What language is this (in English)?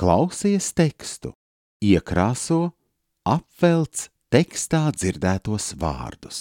Latvian